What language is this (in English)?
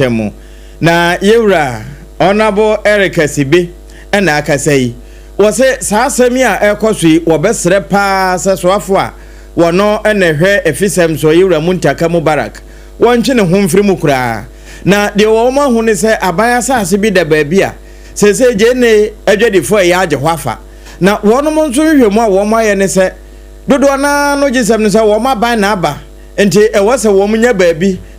Akan